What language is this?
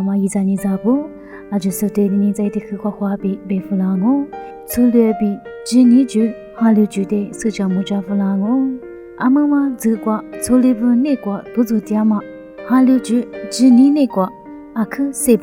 Lisu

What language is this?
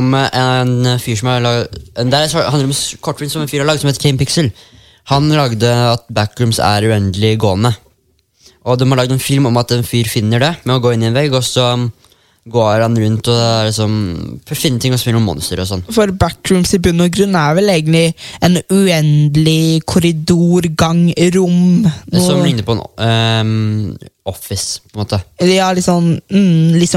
Norwegian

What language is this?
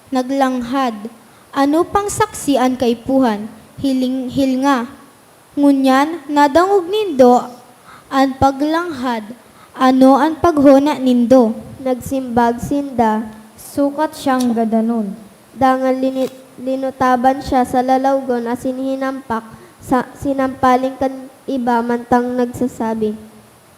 Bikol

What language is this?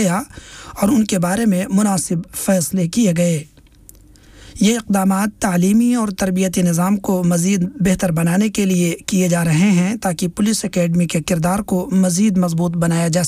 Urdu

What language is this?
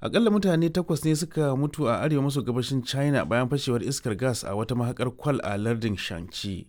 Hausa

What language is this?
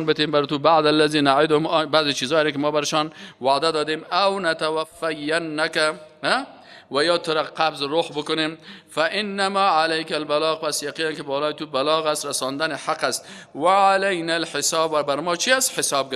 Persian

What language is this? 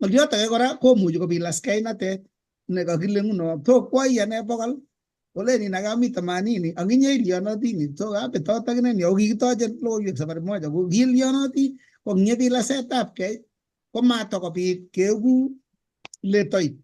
Kalenjin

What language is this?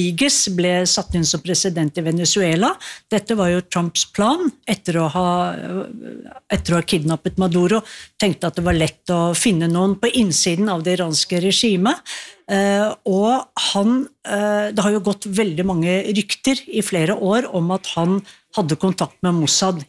Norwegian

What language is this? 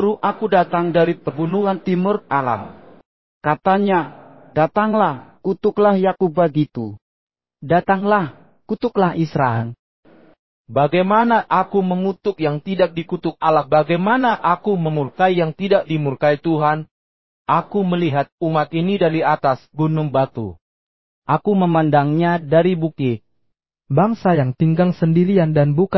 Indonesian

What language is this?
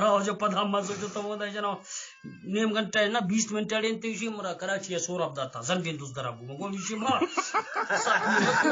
Eastern Balochi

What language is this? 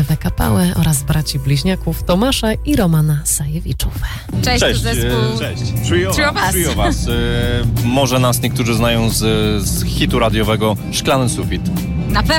Polish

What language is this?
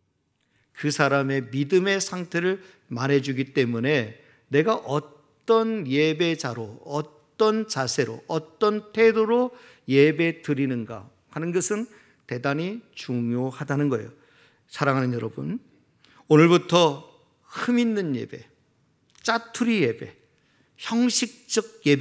Korean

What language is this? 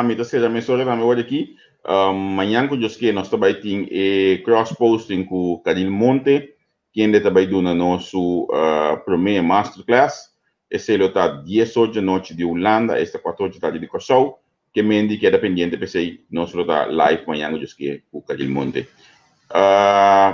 Papiamento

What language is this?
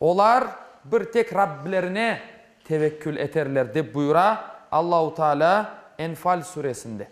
Crimean Tatar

